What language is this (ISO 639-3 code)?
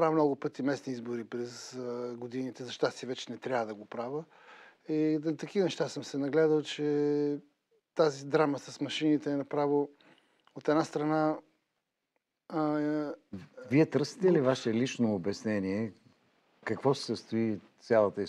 bul